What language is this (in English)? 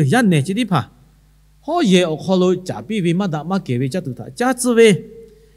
Lahu